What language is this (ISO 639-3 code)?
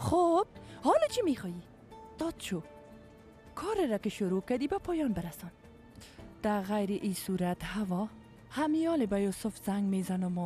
fas